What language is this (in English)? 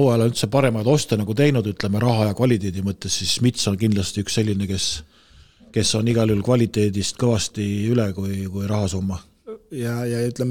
Estonian